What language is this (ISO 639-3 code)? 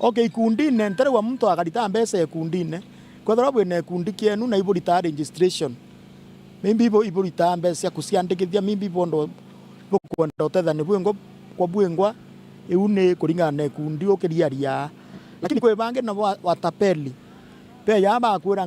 mer